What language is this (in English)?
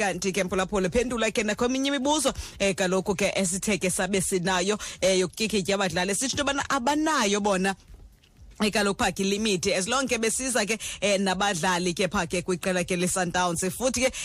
Xhosa